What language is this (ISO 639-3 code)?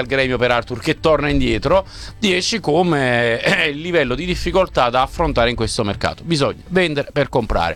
ita